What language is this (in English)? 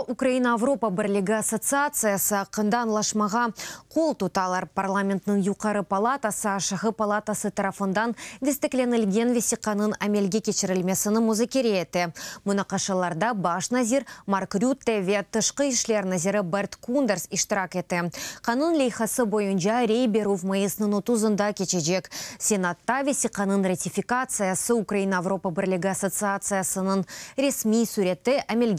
Crimean Tatar